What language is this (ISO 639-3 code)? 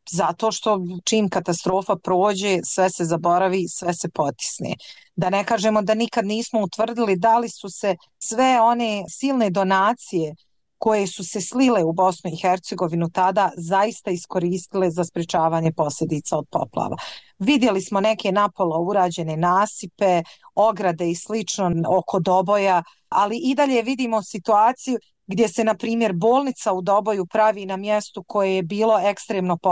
bos